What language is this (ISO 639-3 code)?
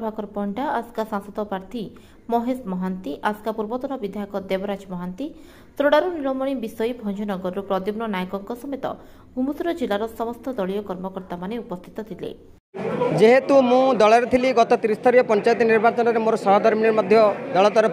ori